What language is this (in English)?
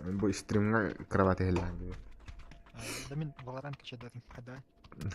Yakut